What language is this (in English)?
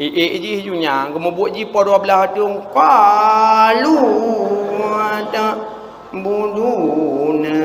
Achinese